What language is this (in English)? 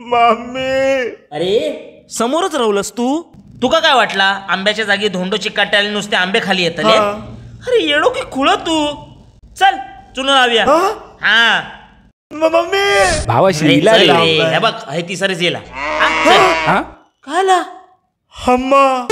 Konkani